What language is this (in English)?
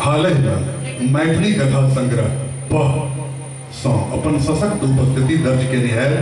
Maithili